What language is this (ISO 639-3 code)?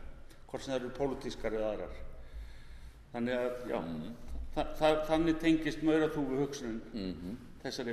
isl